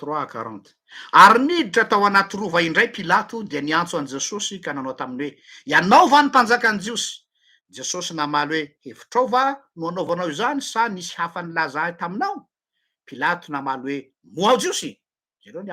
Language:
Malagasy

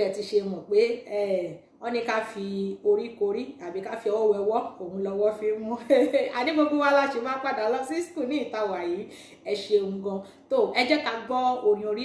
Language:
Yoruba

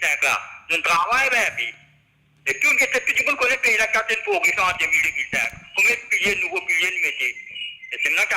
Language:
Morisyen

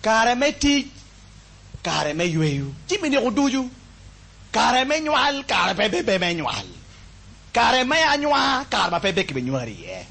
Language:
Acoli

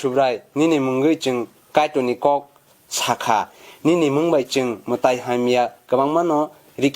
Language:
Kok Borok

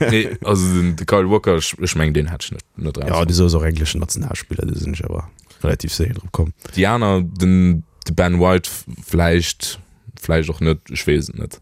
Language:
Luxembourgish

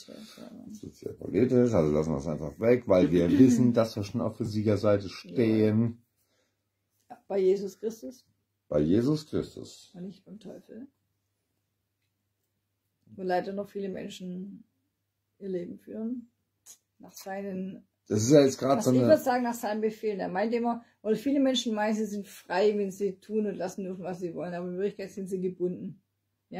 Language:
German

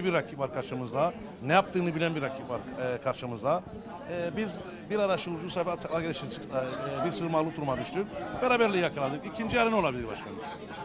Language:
Turkish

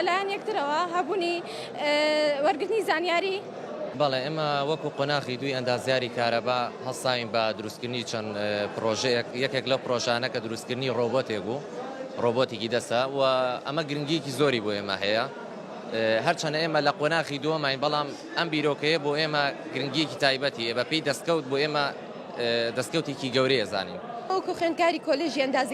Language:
Central Kurdish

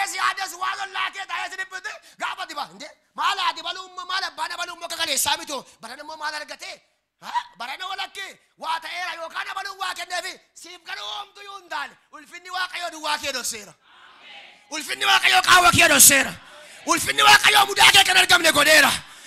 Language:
Oromo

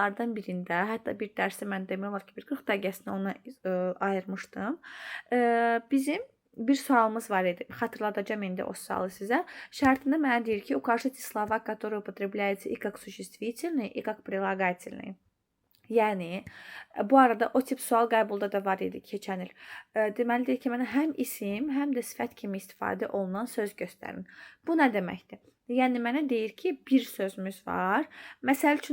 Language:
Azerbaijani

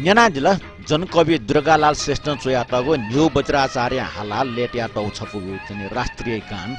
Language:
Newari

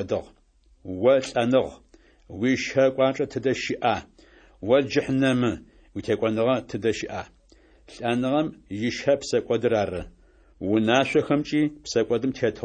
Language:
Adyghe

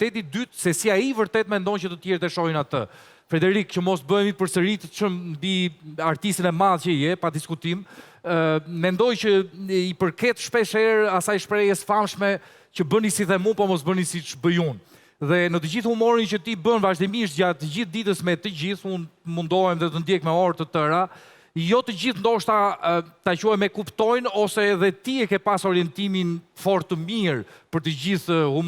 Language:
Albanian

